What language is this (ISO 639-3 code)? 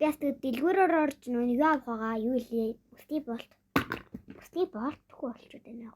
mon